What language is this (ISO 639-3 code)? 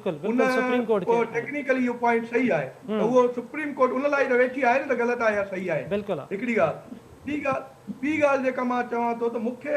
snd